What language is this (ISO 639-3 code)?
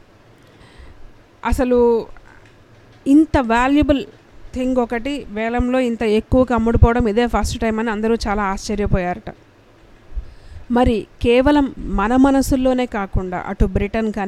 tel